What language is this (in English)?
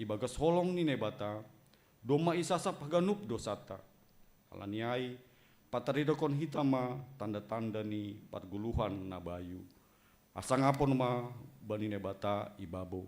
Batak Simalungun